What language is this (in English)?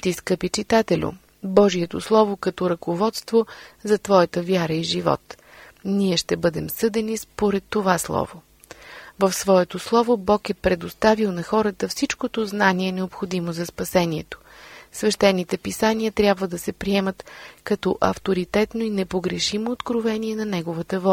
Bulgarian